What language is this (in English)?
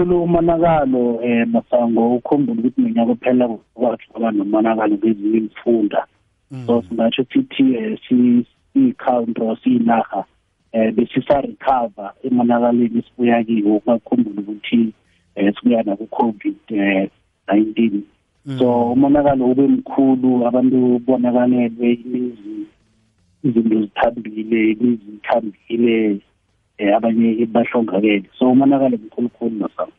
South Ndebele